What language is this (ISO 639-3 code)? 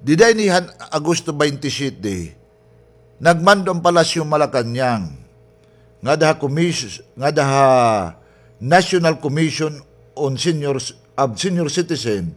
war